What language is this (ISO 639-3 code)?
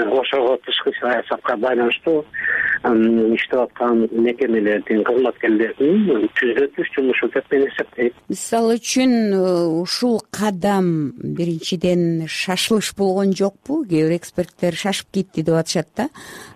kir